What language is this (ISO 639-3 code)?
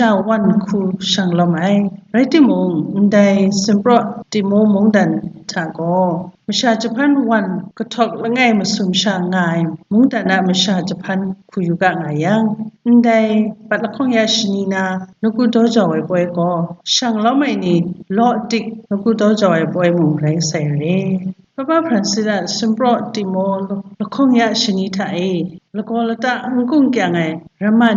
kac